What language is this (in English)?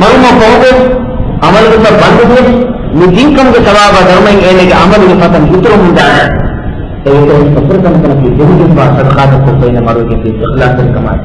Divehi